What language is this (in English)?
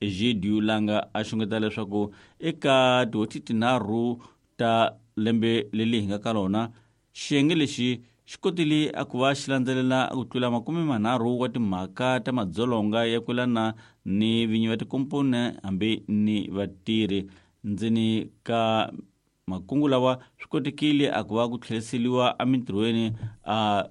Tsonga